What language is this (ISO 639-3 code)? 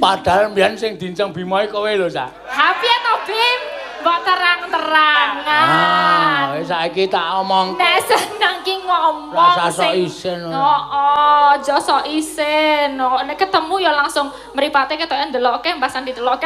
jav